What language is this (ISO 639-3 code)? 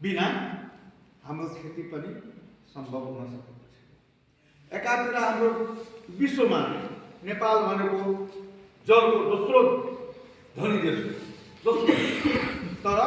nep